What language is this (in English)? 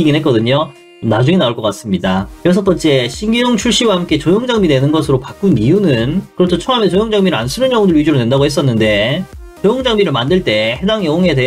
Korean